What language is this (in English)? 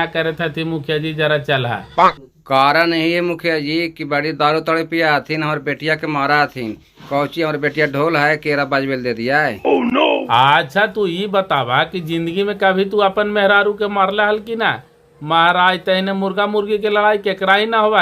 Magahi